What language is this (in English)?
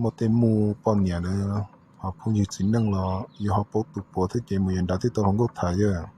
Hmong